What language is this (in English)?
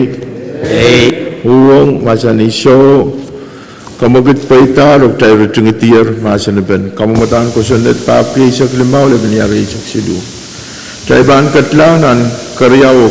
Pohnpeian